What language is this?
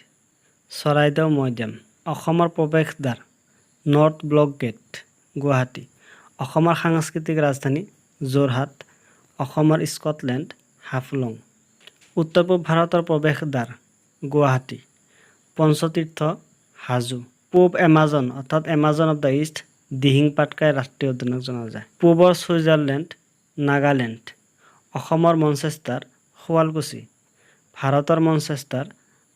Assamese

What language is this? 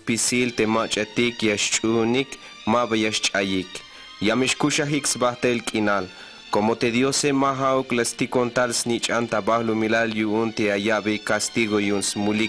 Tzeltal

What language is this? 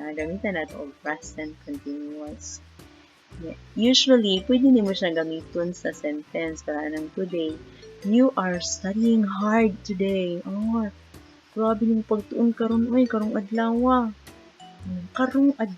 Cebuano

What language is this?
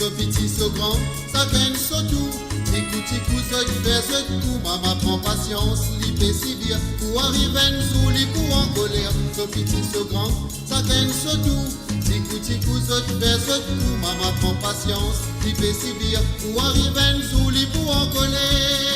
Morisyen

